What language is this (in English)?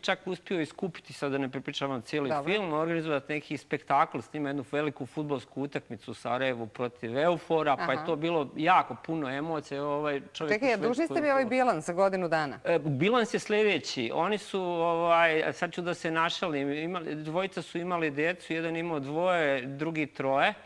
Serbian